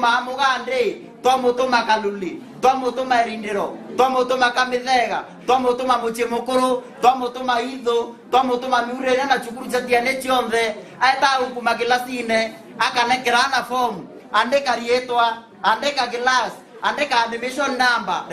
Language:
Meru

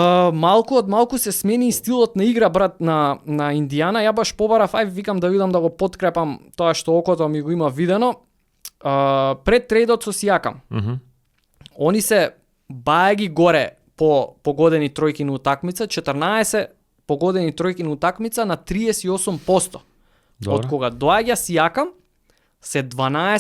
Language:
Macedonian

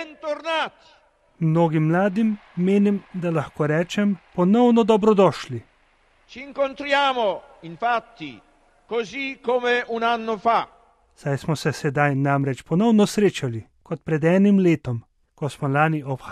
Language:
Slovenian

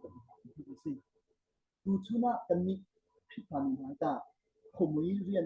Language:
Hakha Chin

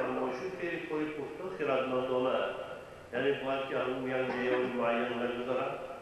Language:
Tajik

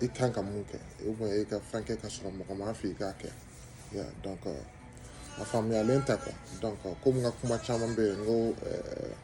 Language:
Bambara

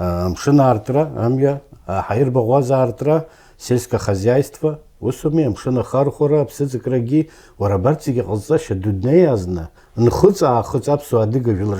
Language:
Abkhazian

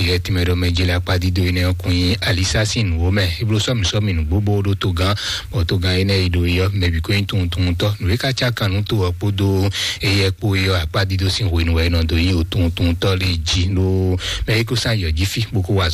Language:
Fon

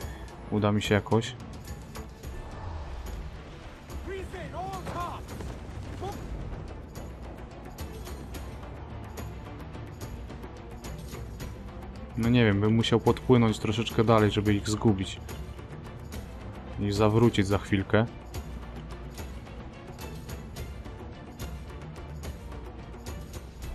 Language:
Polish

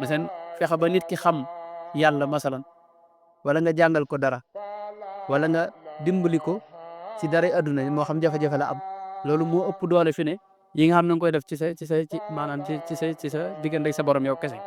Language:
Wolof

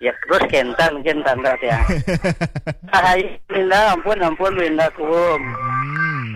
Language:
Balinese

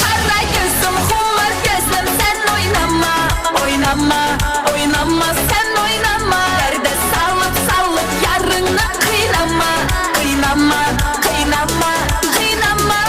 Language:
Kara-Kalpak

